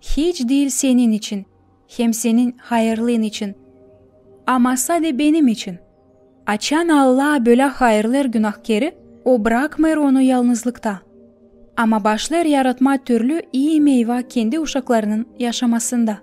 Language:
Gagauz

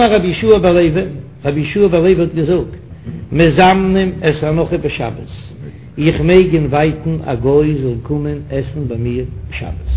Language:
Yiddish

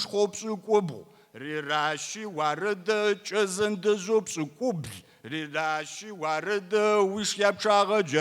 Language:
Kabardian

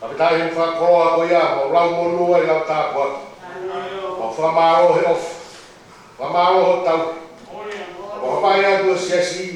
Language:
Tongan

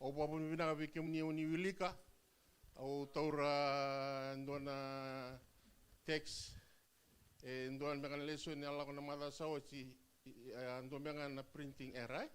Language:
Fijian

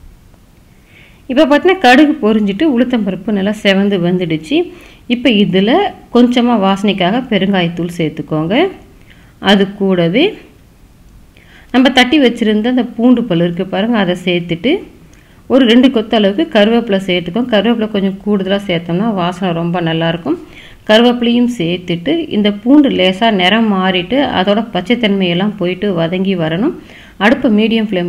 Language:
Tamil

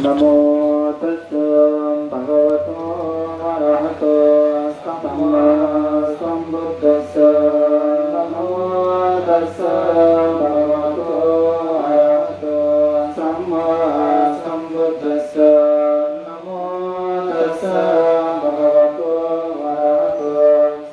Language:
Pali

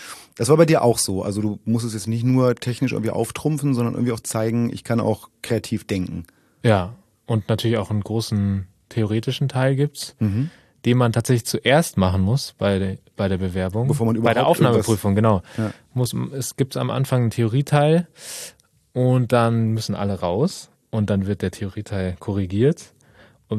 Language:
German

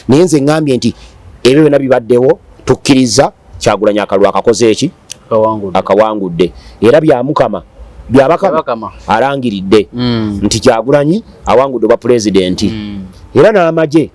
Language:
Ganda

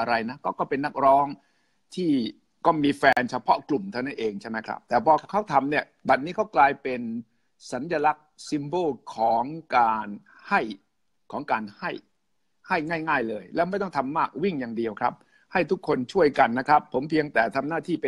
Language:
Thai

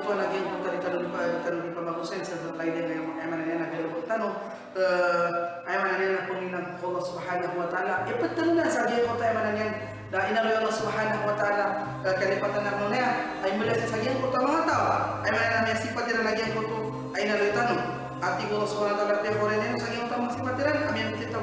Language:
Maranao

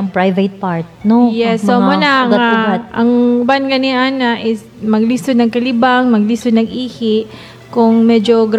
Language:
Cebuano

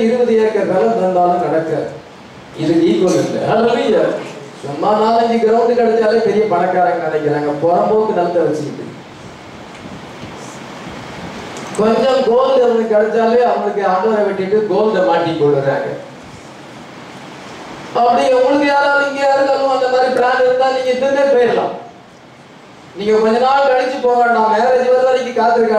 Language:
Tamil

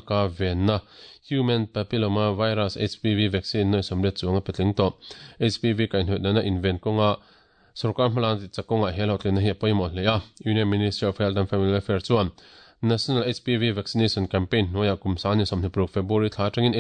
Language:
Mizo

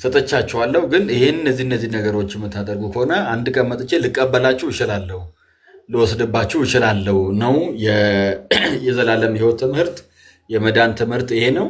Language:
Amharic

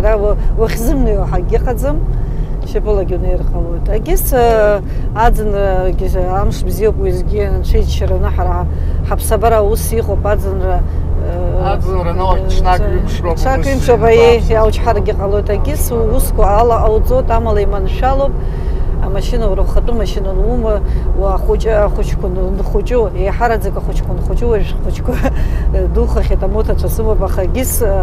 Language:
Abkhazian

